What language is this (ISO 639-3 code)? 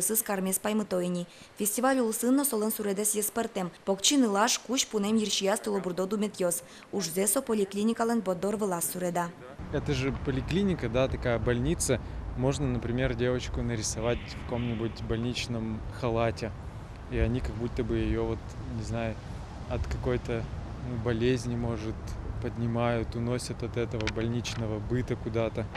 udm